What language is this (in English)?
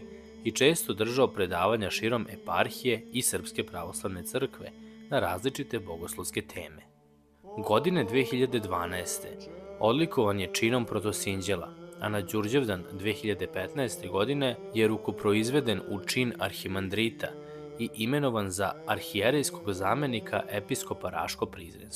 Serbian